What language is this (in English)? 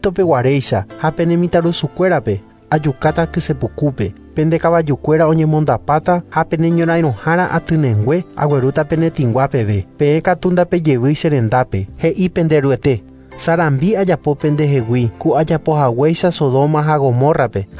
Guarani